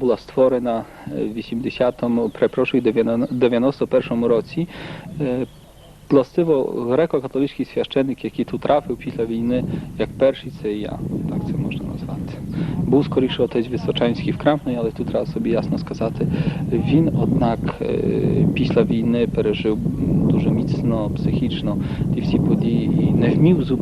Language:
Rusyn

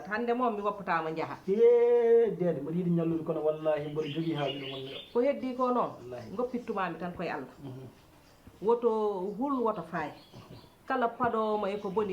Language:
Fula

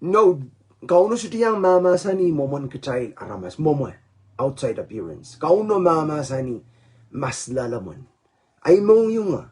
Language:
Pohnpeian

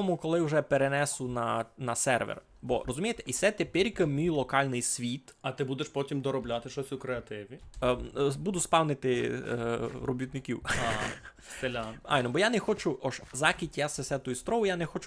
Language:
Rusyn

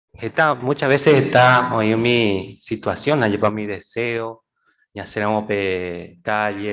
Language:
Guarani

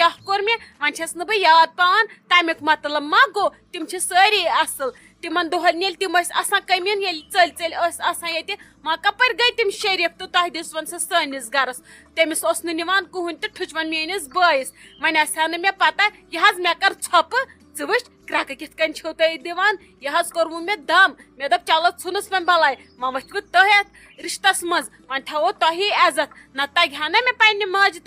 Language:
Kashmiri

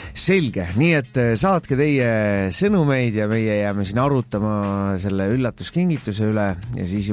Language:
Estonian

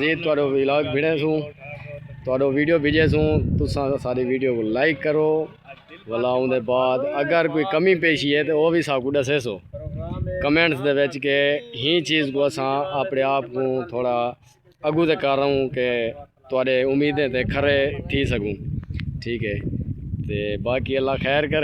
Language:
Saraiki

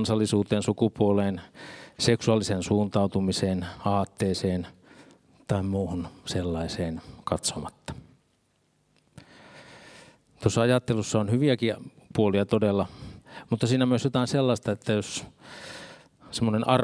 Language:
Finnish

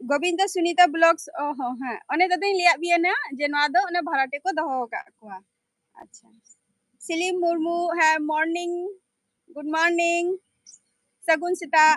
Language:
Santali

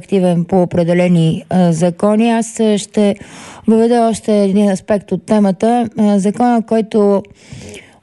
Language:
Bulgarian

